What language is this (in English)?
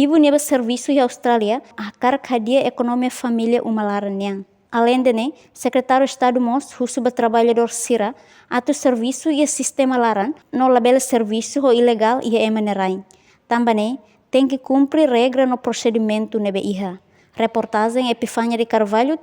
Tetum